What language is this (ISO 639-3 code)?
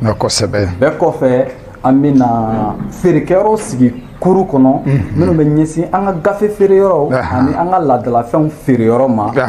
bam